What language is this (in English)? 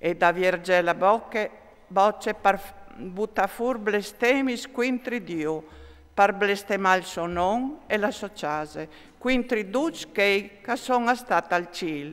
Friulian